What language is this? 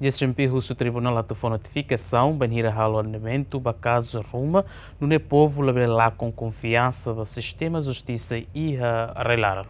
Tetum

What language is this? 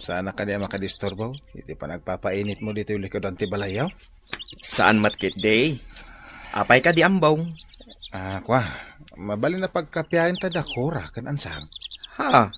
Iloko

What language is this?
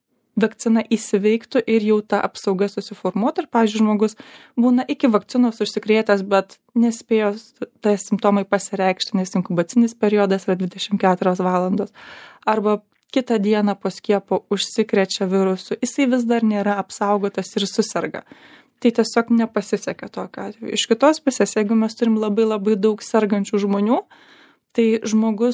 Lithuanian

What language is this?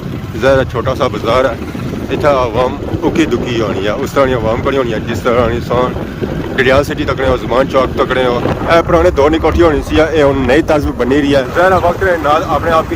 Pahari-Potwari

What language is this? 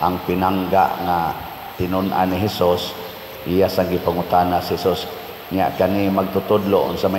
Cebuano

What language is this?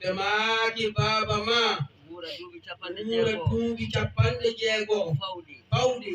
Fula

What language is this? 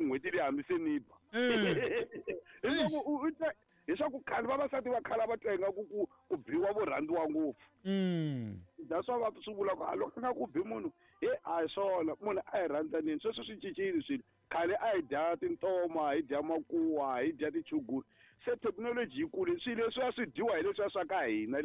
Tsonga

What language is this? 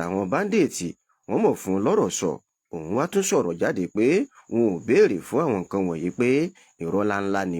Yoruba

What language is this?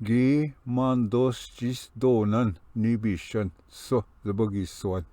Ojibwa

